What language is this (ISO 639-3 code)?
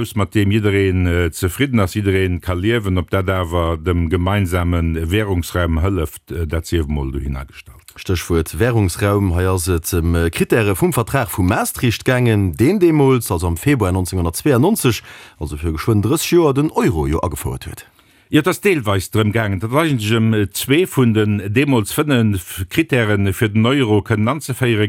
ltz